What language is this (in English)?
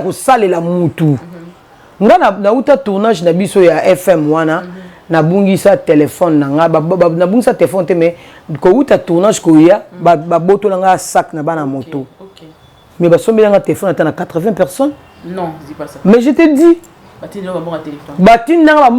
Lingala